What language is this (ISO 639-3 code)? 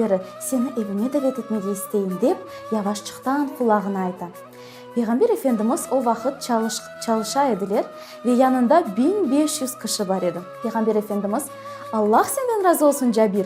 crh